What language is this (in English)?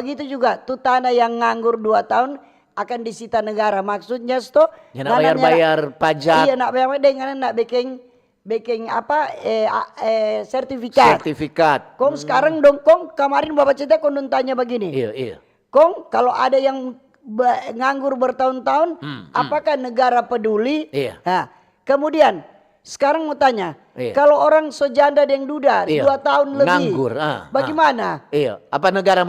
Manado Malay